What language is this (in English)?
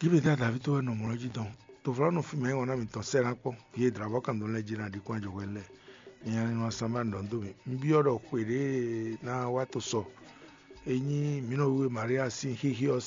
Fon